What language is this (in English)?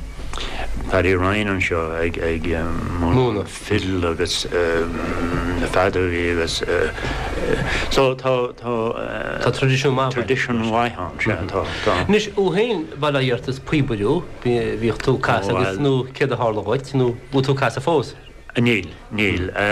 Irish